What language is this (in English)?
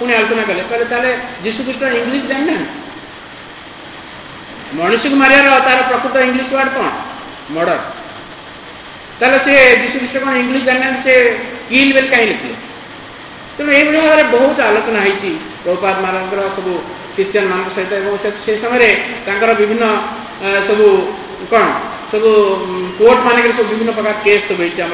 Odia